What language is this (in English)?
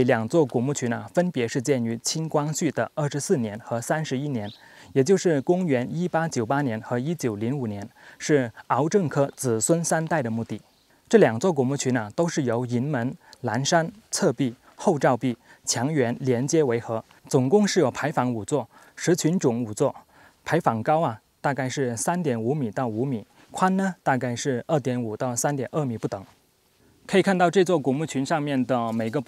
Chinese